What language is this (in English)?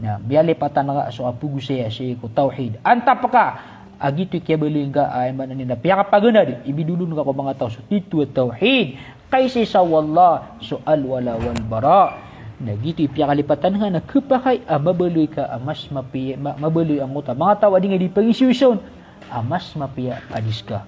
Maranao